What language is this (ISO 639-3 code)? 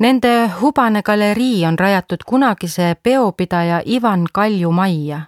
est